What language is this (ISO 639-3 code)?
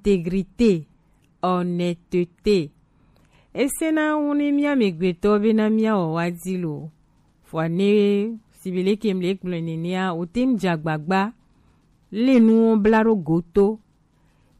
gej